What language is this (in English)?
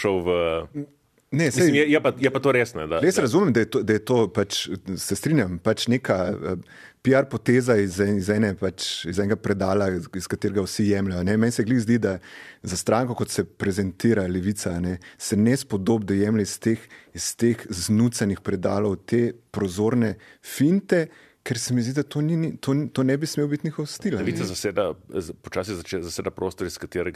Slovenian